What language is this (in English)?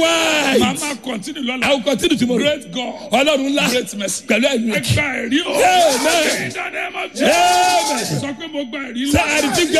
Yoruba